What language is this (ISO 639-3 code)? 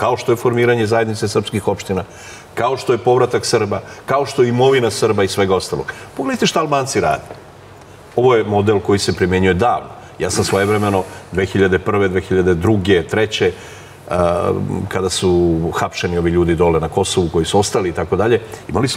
srp